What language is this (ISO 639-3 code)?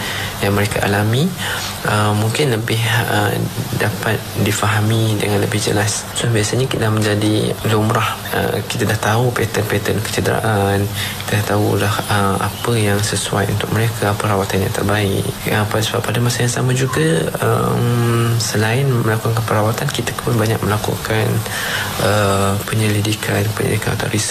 msa